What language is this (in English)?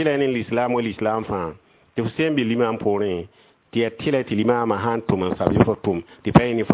Mossi